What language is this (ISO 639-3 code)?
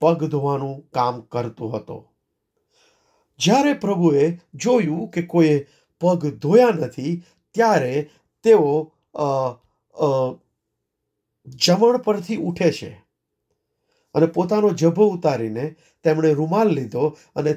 guj